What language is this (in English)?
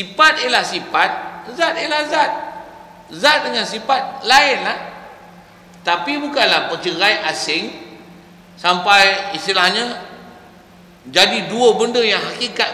Malay